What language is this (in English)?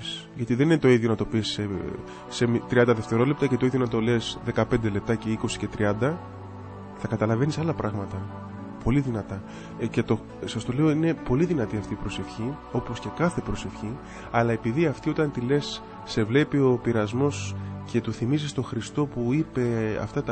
Greek